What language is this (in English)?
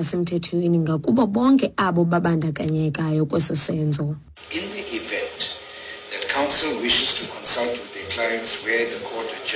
Xhosa